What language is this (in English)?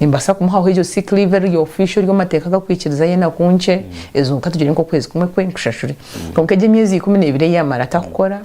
Nyankole